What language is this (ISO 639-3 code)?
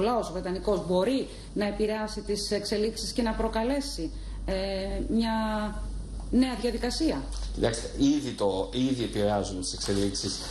ell